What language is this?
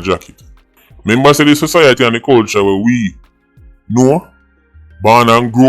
Jamaican Creole English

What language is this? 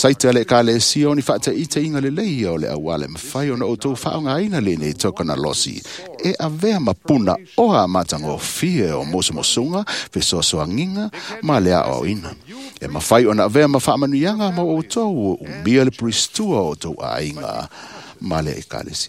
Samoan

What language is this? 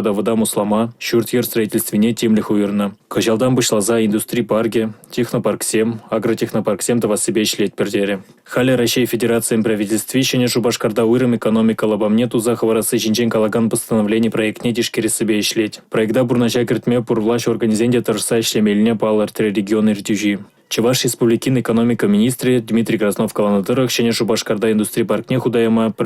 Chuvash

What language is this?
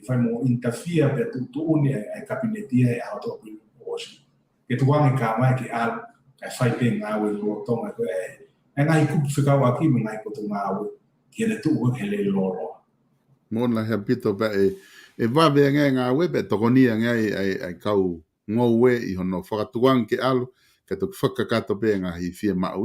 Tongan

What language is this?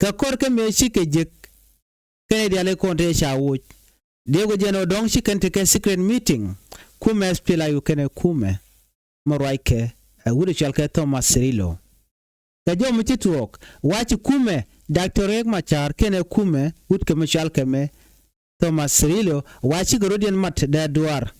Nuer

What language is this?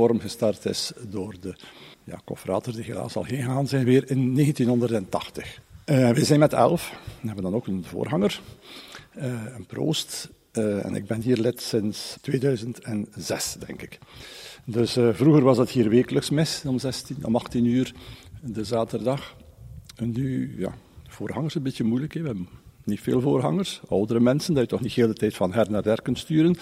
Dutch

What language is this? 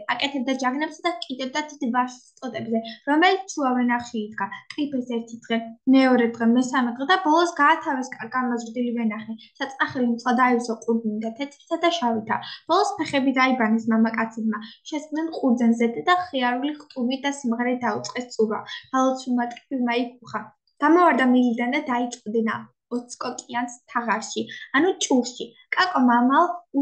Georgian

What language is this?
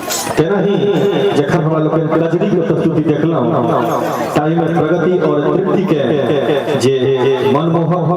Maithili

